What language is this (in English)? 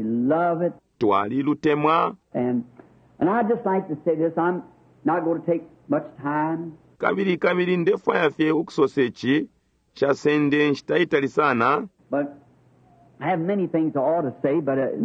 Bemba